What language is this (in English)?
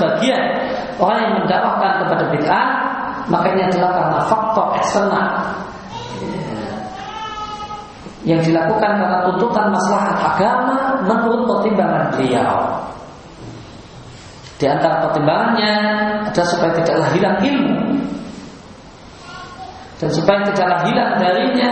Indonesian